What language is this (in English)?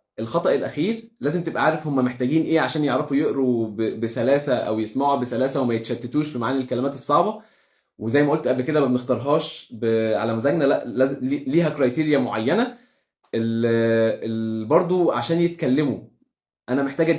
Egyptian Arabic